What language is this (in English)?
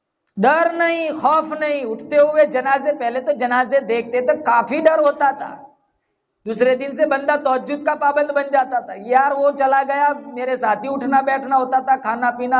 Urdu